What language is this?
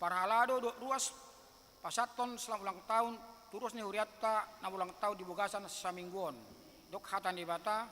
Batak Toba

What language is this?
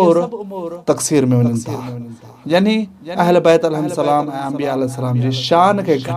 Sindhi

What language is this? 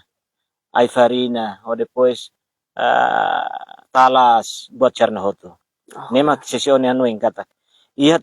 Tetum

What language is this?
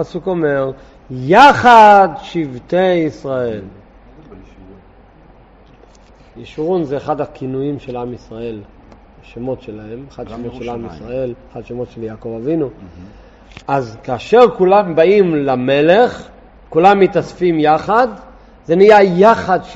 Hebrew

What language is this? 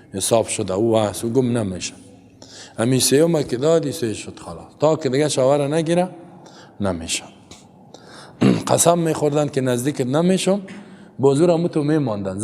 Persian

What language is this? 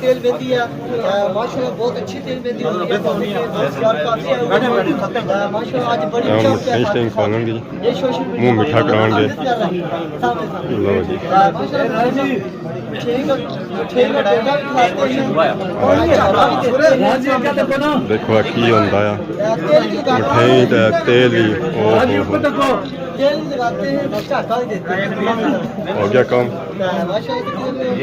Pahari-Potwari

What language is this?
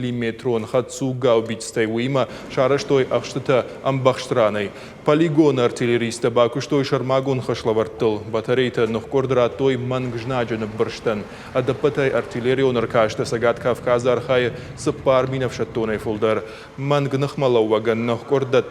Ossetic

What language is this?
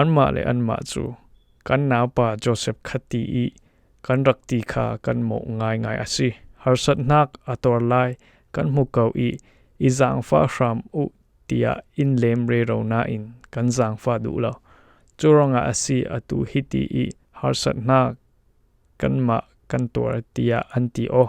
Falam Chin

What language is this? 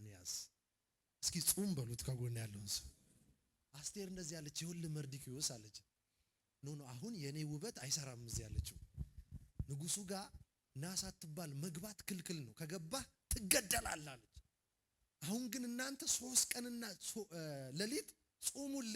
Amharic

